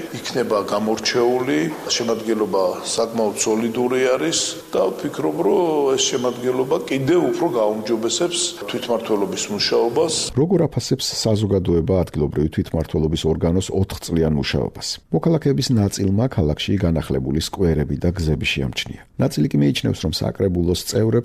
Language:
Georgian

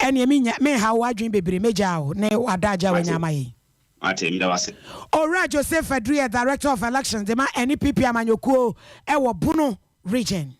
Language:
Akan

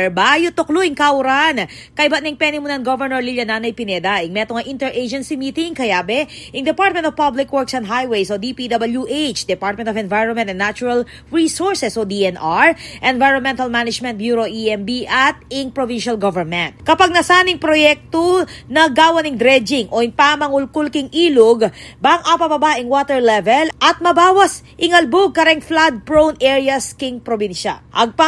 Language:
Pampanga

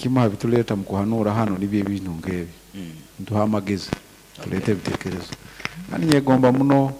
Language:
Nyankole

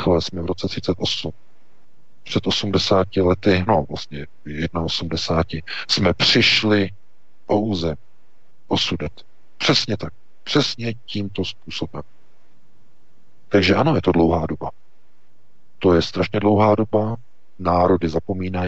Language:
Czech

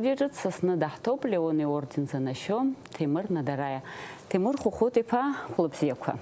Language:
Abkhazian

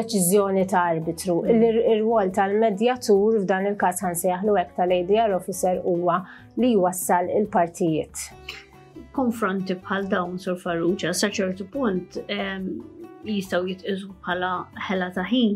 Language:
Maltese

